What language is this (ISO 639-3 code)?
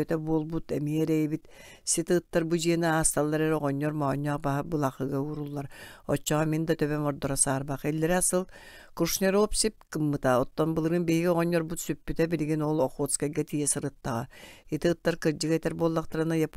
sah